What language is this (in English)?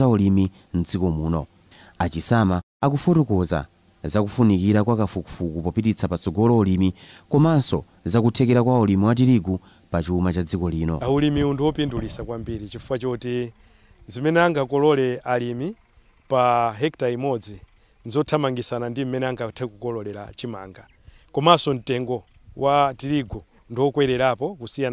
Nyanja